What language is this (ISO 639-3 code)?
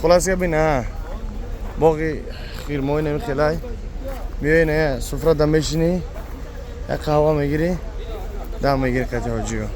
tgk